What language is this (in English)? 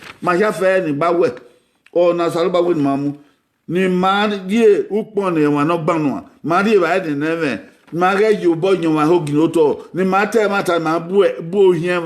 Bini